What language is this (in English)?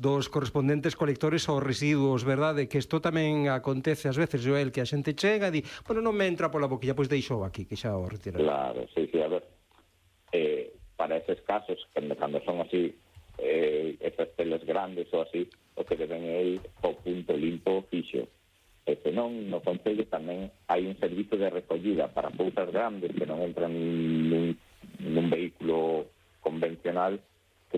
Galician